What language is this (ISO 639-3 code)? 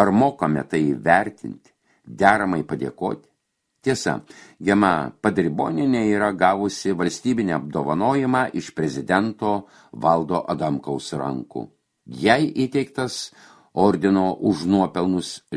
lit